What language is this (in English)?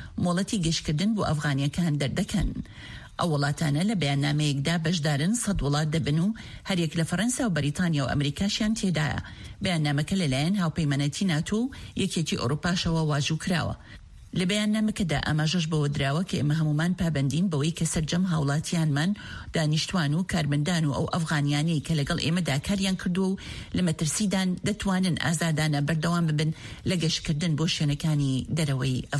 Central Kurdish